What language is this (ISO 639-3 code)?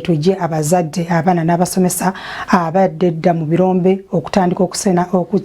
lug